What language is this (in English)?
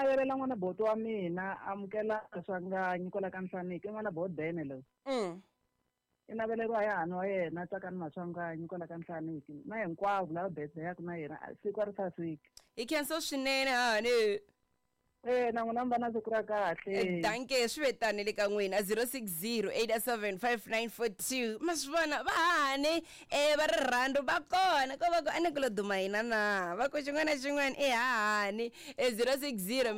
Tsonga